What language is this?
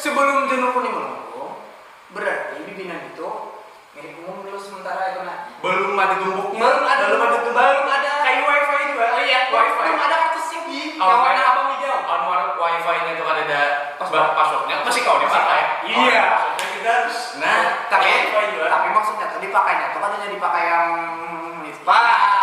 Banjar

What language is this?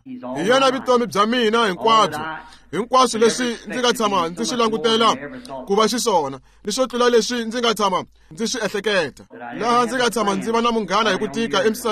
Tsonga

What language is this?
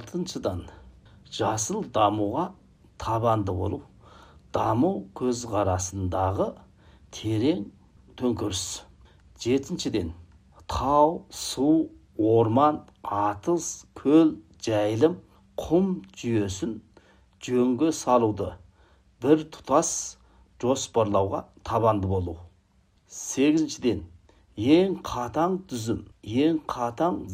Kazakh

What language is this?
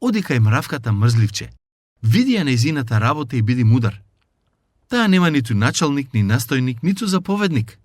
Macedonian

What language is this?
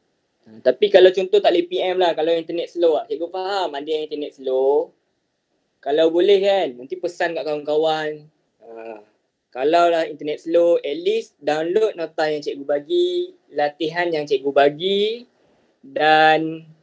Malay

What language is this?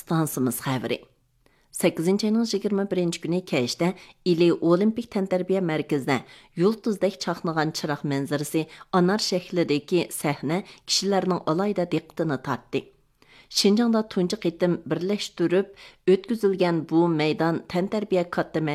Uyghur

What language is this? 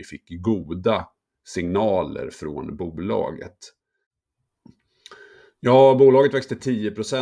Swedish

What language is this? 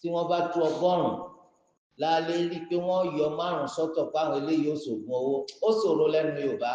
Yoruba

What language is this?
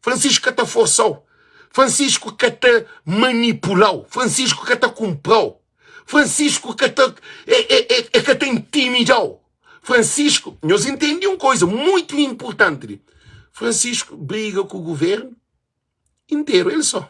Kabuverdianu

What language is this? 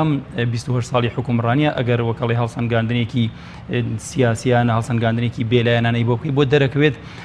Central Kurdish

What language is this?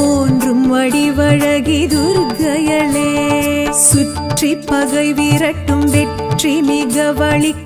Tamil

